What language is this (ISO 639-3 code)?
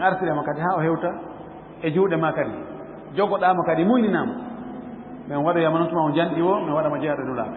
ful